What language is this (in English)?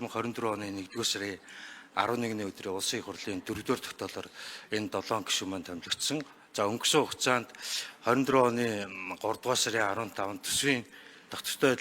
Mongolian